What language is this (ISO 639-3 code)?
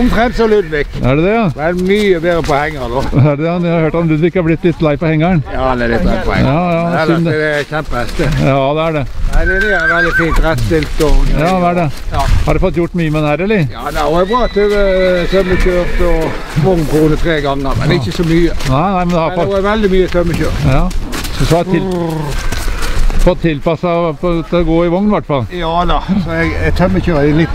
nor